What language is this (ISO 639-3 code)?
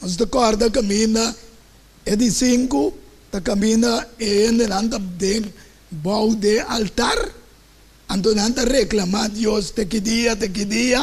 pap